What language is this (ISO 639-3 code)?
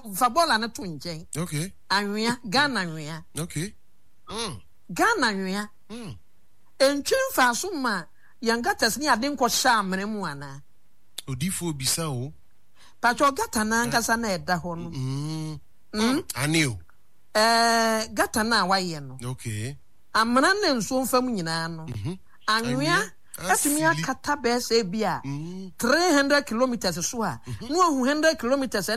aka